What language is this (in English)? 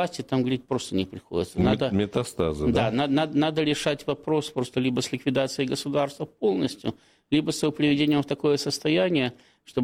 Russian